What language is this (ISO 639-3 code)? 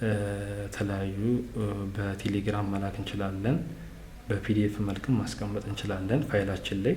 amh